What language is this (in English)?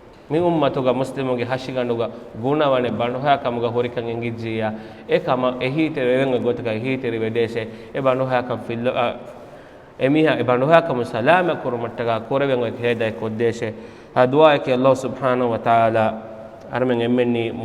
Divehi